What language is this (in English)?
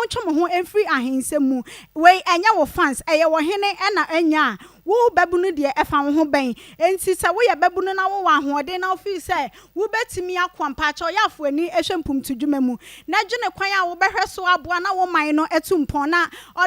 Akan